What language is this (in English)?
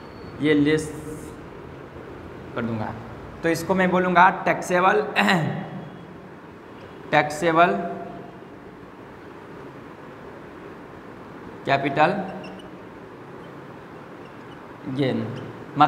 Hindi